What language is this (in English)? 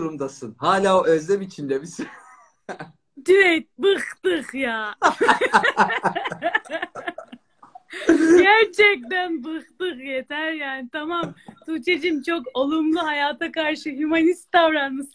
Turkish